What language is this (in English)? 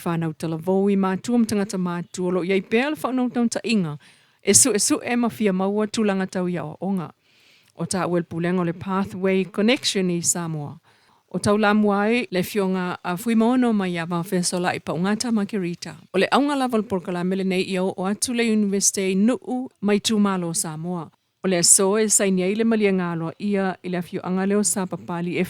Samoan